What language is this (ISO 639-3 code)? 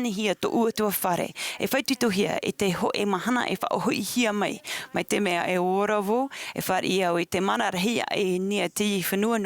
tah